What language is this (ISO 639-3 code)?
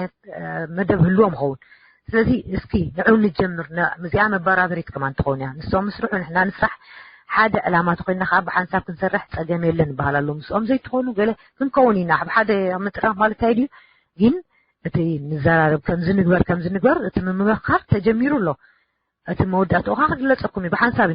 tir